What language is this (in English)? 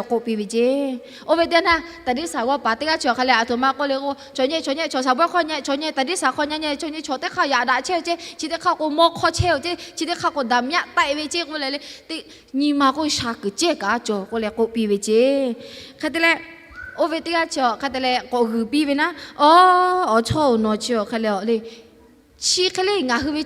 Lahu